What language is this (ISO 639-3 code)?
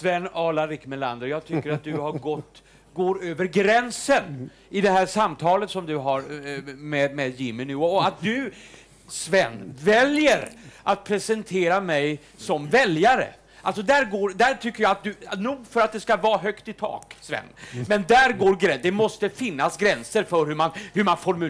swe